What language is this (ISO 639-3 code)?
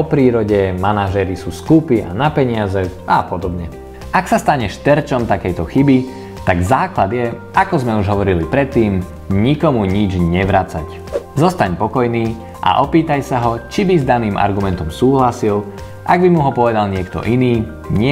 slk